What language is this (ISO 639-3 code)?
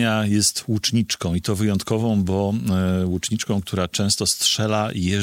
pol